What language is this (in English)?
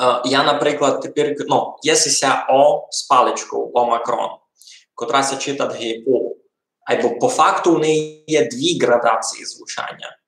Rusyn